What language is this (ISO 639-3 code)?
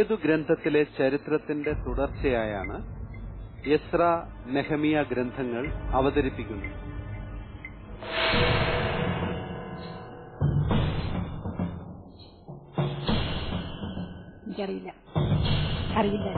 mal